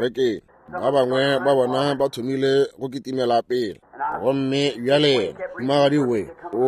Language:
Northern Sotho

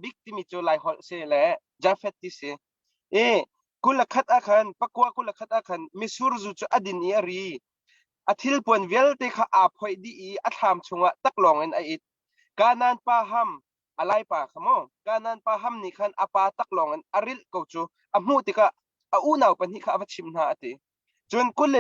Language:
Hakha Chin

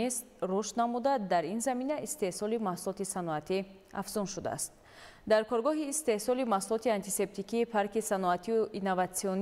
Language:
Tajik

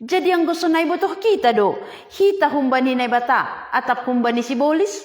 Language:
Batak Simalungun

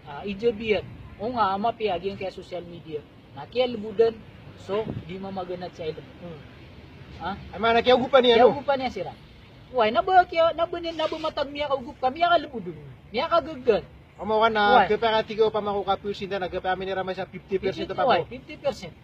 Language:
Maranao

